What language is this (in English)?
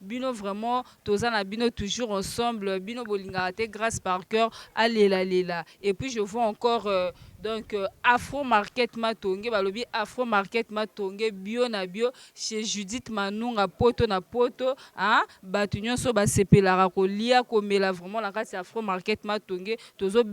Lingala